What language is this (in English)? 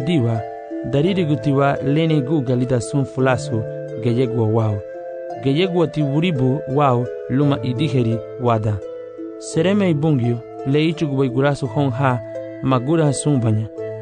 Garifuna